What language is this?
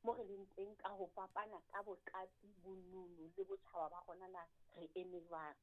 Southern Sotho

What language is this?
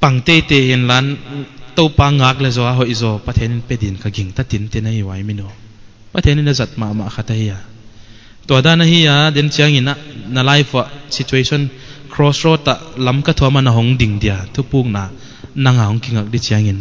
Paite Chin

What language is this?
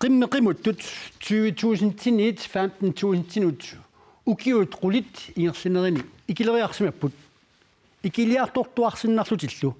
Kalaallisut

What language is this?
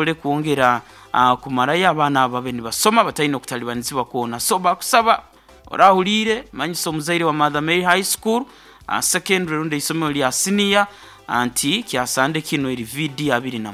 Nyoro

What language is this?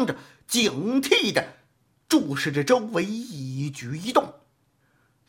Chinese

